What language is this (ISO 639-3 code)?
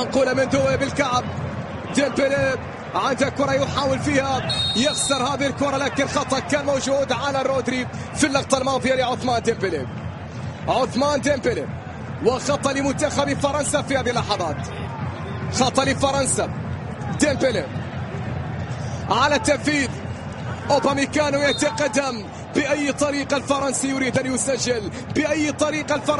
ara